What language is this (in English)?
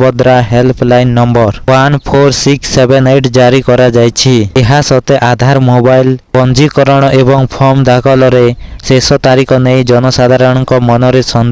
Odia